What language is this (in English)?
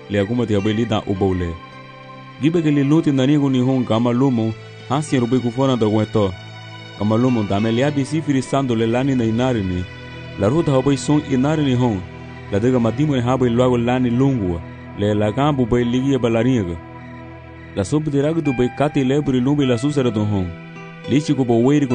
Garifuna